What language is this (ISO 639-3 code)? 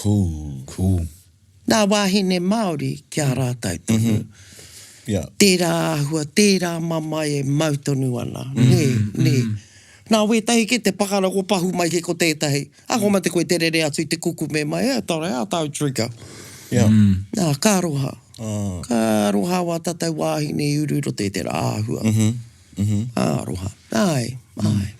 mri